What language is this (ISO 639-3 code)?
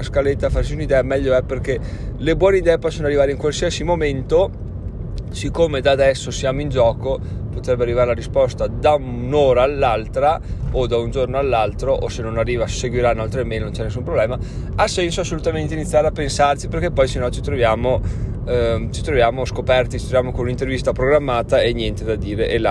ita